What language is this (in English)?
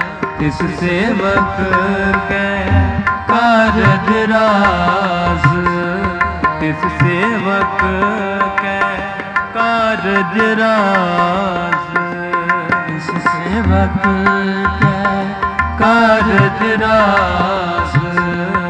Punjabi